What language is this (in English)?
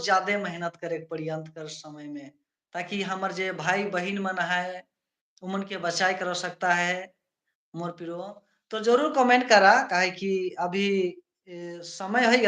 Sadri